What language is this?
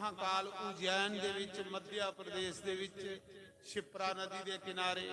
Dogri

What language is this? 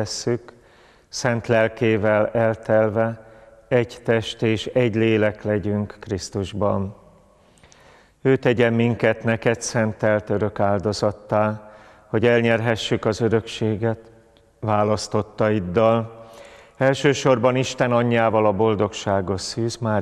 Hungarian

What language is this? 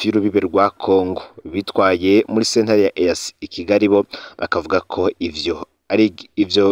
Rundi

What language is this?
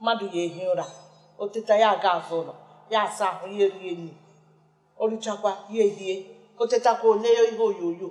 Igbo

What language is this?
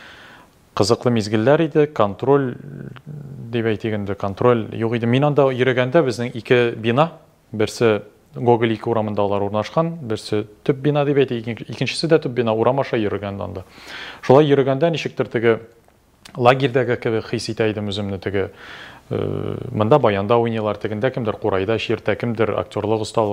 Tatar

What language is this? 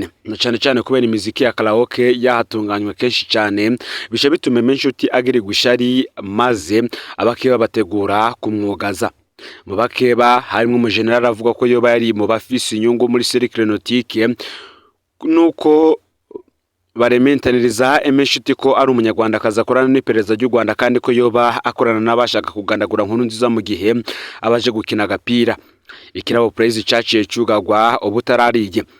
Rundi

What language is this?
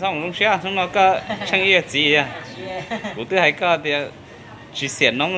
Hmong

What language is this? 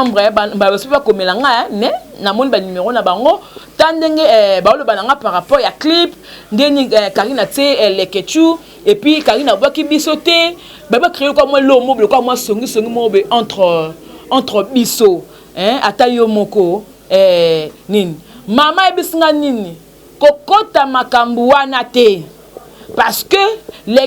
Lingala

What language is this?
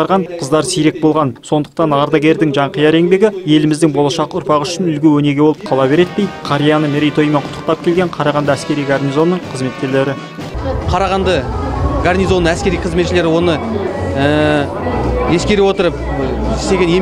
Kazakh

